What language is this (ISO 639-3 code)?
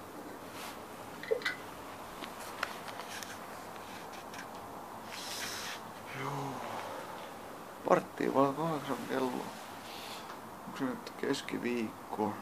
fin